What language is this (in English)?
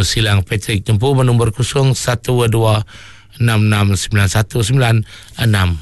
Iban